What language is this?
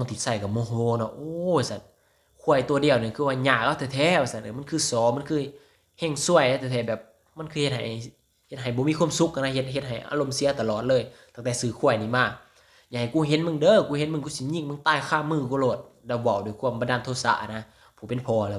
Lao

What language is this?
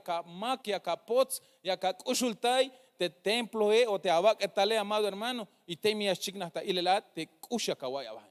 Tzeltal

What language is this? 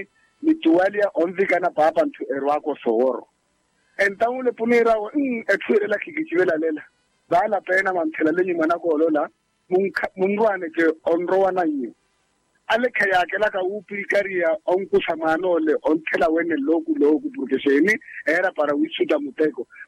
Makhuwa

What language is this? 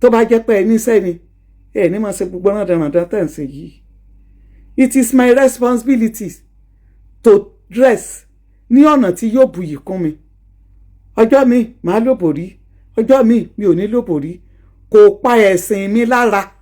Yoruba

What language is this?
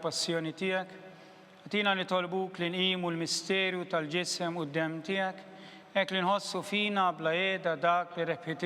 Maltese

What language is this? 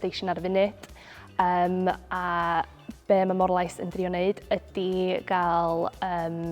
Welsh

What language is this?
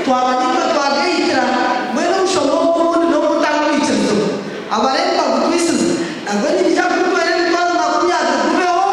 Nyankole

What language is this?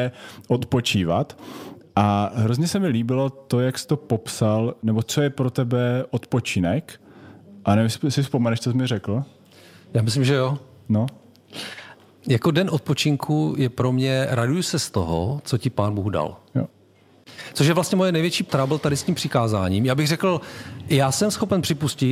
Czech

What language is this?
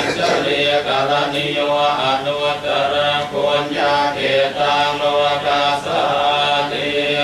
Pali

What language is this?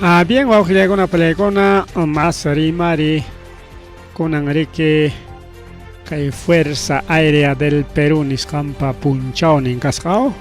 Ayacucho Quechua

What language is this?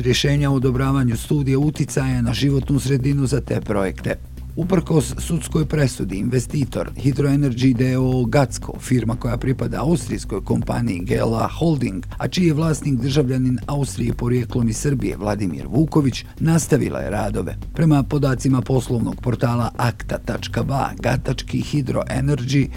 Bosnian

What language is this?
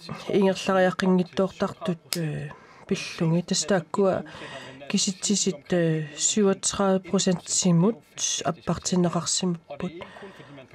Kalaallisut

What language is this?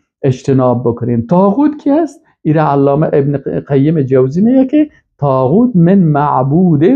Persian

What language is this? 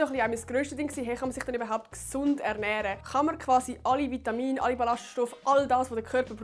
Swiss German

